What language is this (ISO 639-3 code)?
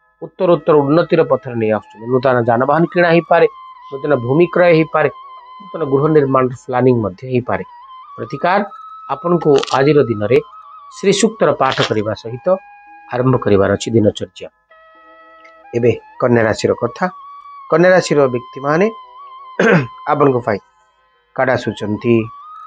ori